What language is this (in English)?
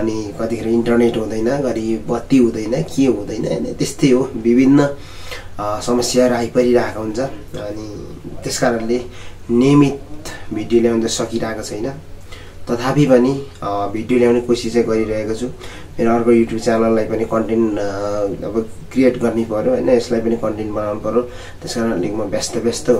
Nepali